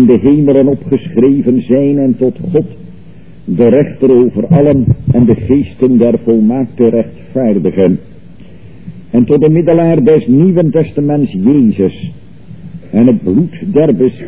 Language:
Dutch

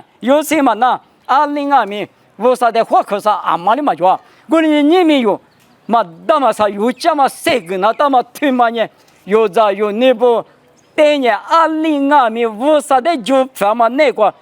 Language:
Lisu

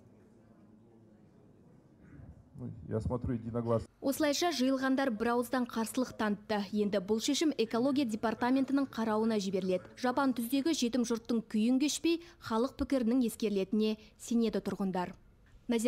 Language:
Kazakh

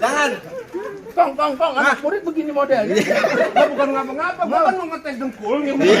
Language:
Betawi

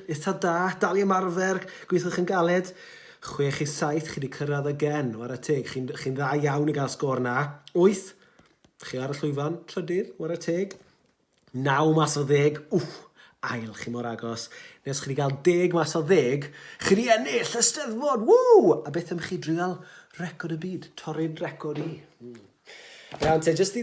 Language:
Welsh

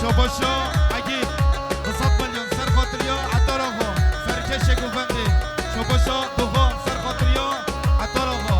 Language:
Kurdish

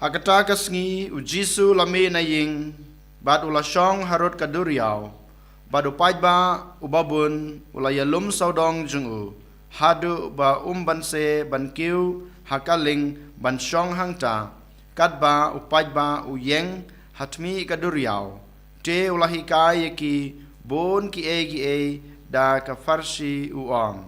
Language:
Khasi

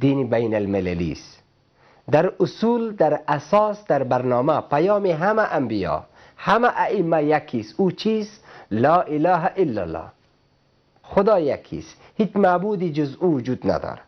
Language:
Persian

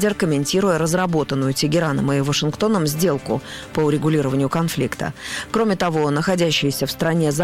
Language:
Russian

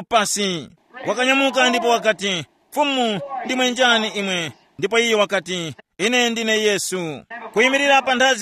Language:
Tumbuka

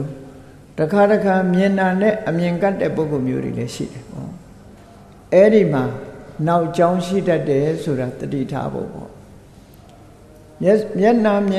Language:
Burmese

